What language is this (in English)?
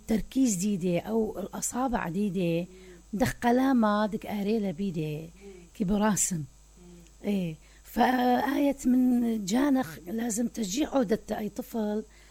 Mesopotamian Arabic